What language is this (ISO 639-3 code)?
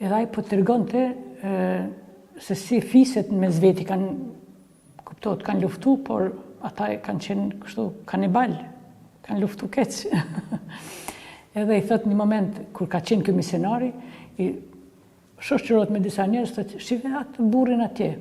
sqi